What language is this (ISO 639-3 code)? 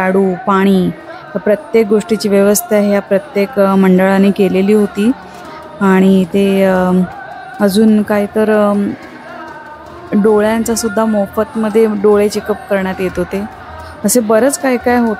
mar